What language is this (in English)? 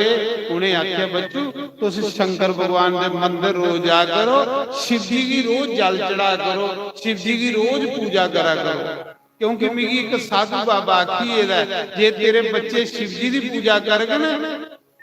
Dogri